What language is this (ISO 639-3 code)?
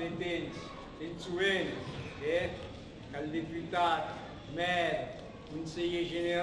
oci